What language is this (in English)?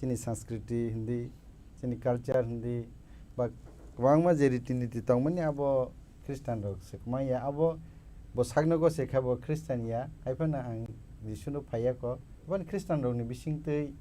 Kok Borok